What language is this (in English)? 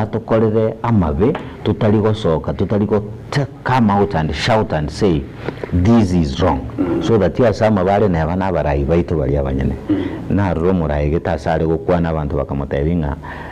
Gusii